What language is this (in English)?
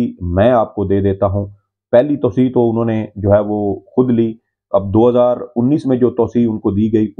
Urdu